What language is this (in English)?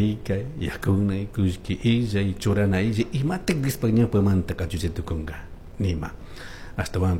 Chimborazo Highland Quichua